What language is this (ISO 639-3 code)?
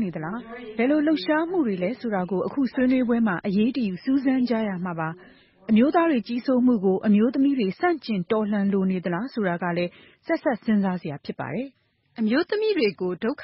mya